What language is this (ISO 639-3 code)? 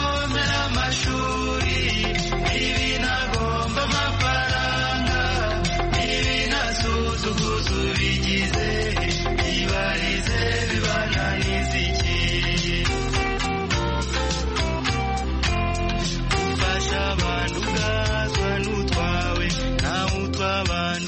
kin